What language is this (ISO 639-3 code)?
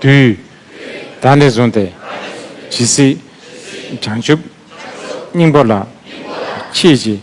bod